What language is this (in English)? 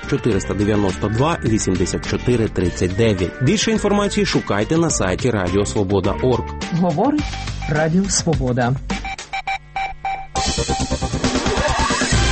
Ukrainian